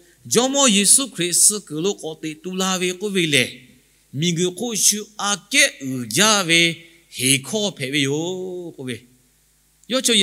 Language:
Lahu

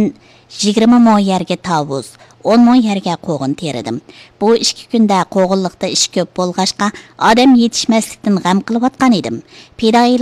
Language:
Uyghur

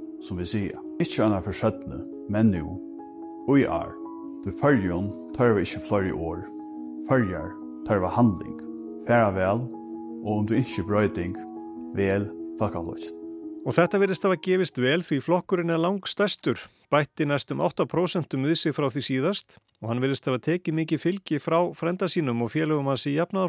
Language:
Icelandic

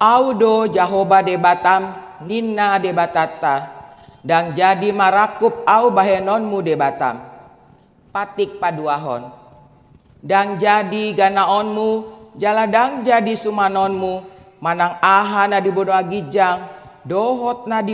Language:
Batak Toba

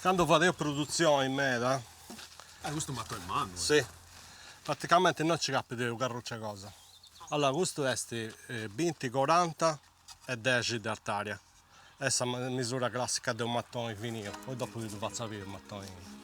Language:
Sardinian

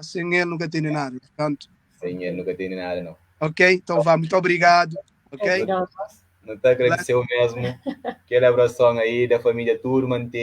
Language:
Kabuverdianu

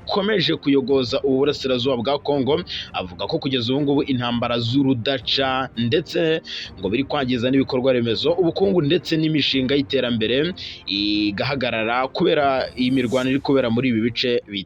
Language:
Kinyarwanda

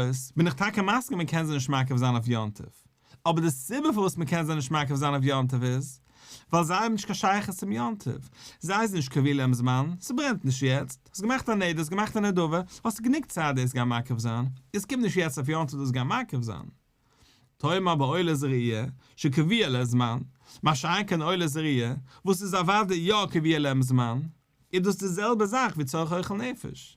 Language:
Yiddish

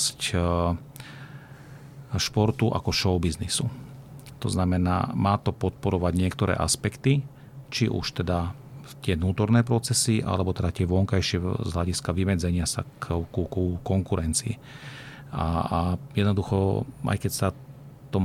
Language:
Slovak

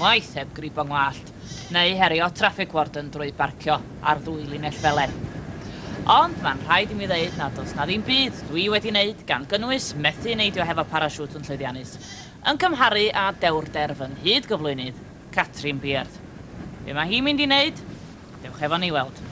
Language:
Welsh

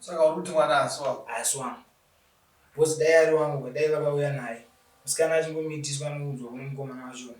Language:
Shona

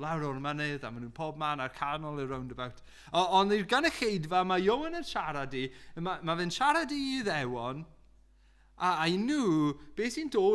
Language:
Welsh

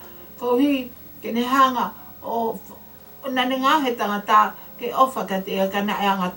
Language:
Tongan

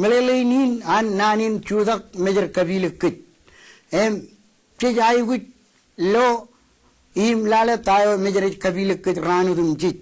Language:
Marshallese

